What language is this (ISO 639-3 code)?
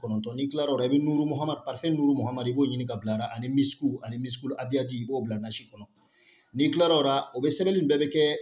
bam